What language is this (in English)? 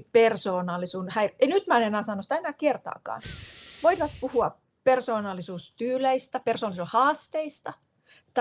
Finnish